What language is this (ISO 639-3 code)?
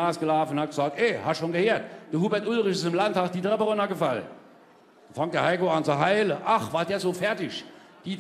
pfl